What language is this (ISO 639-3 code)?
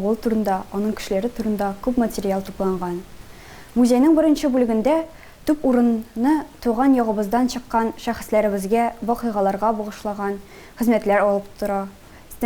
tat